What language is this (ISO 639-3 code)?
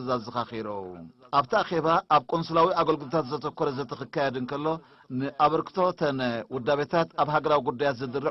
tir